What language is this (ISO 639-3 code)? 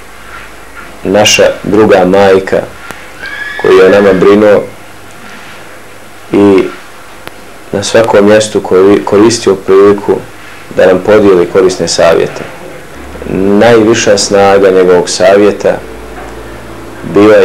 bos